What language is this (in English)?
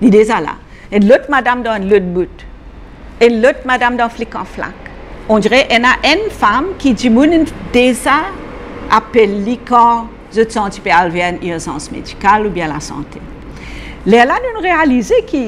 Morisyen